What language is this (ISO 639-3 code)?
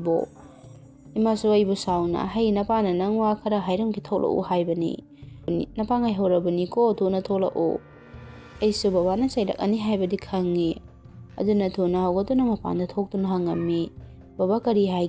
mni